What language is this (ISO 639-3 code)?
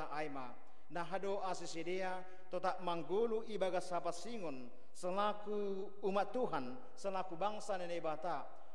bts